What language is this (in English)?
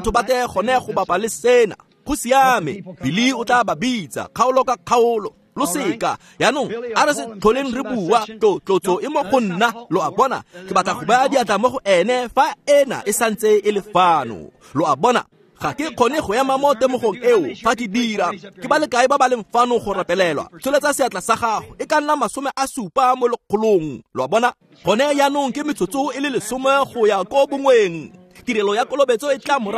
Tswana